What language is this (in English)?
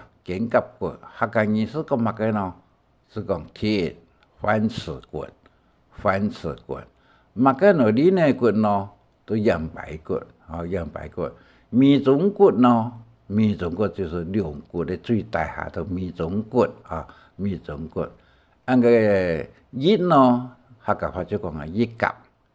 Hakka Chinese